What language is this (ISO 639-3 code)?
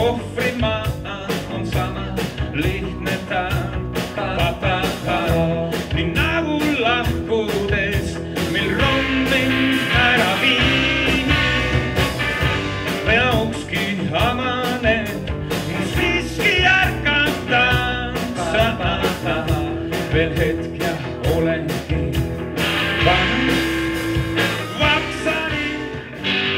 est